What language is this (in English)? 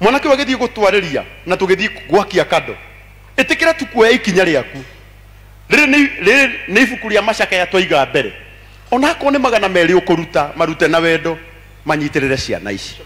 Kikuyu